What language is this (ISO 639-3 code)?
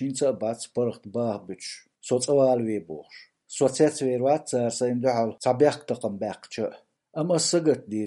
che